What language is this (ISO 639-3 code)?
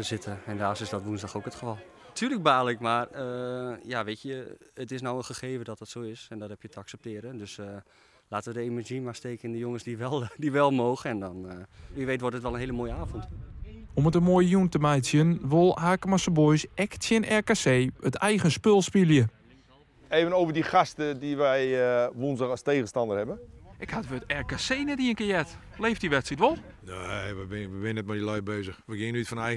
fry